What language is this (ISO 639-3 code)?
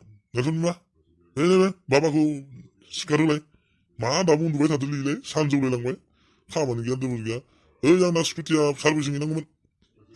brx